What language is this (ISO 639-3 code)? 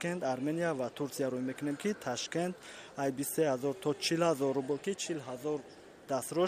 tgk